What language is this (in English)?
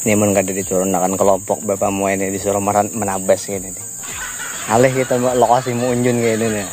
Banjar